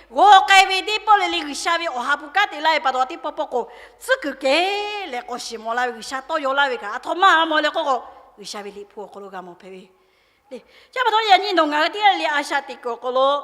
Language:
Lahu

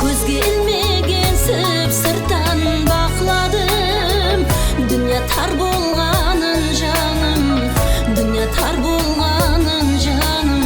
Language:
Kara-Kalpak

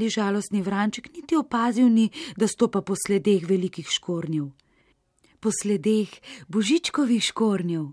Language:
Slovenian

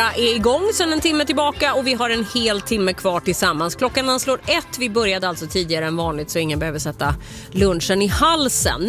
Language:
Swedish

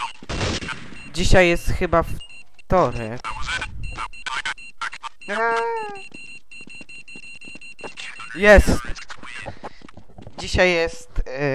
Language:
Polish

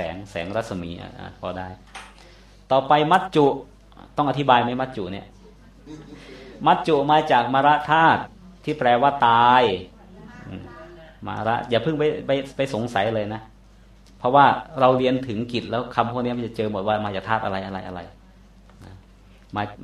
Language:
Thai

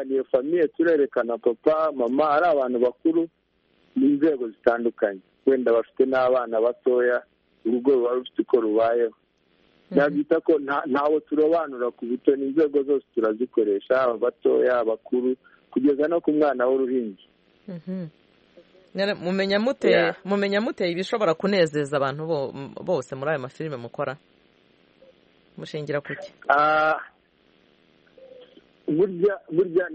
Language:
Kinyarwanda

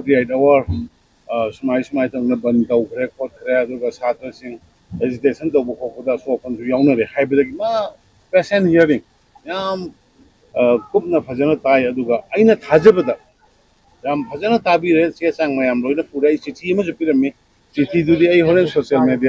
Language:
Manipuri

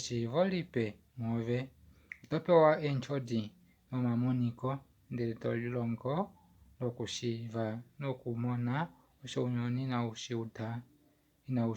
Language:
Kuanyama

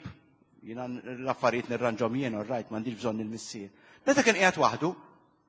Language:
Maltese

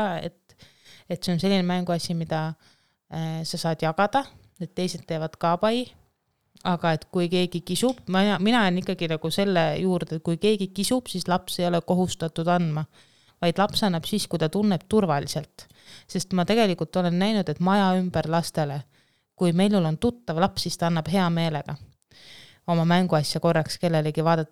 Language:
Estonian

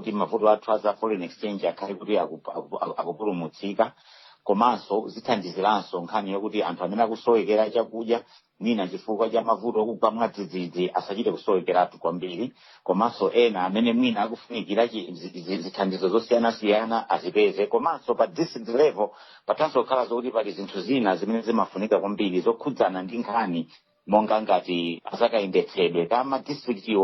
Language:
Nyanja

